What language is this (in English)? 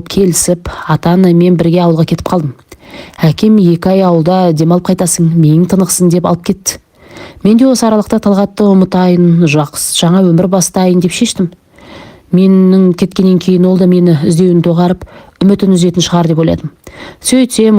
Kazakh